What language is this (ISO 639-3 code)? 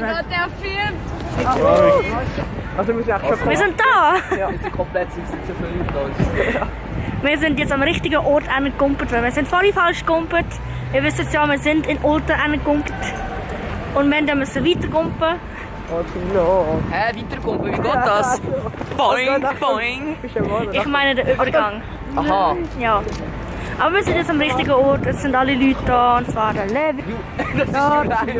gsw